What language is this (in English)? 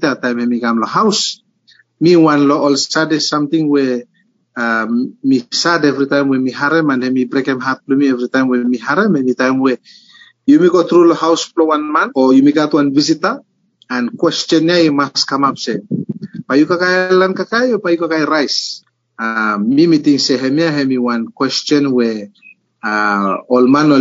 Bislama